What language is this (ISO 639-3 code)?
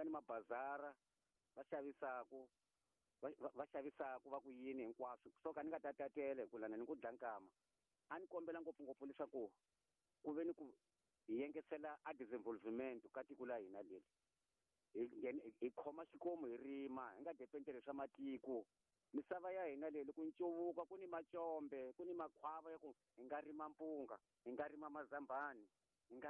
tso